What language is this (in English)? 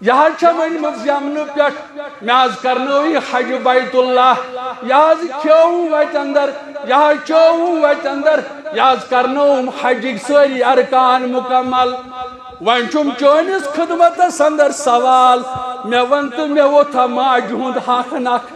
Kashmiri